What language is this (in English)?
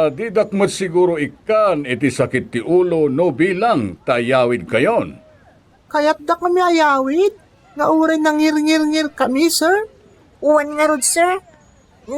Iloko